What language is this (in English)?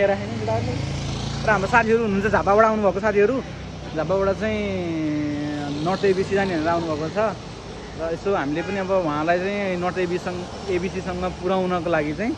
Nepali